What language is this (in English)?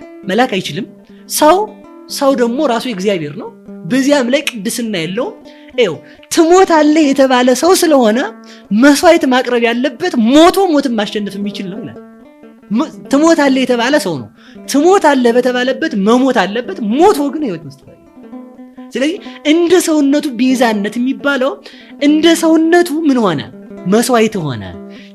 Amharic